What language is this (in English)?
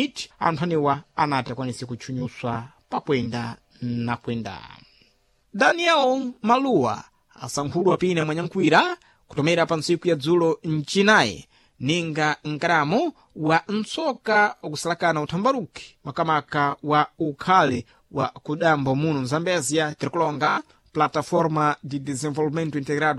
Sena